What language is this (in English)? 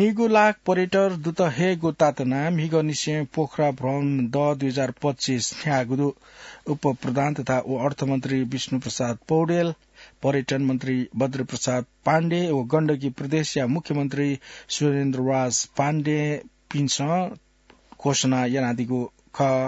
Newari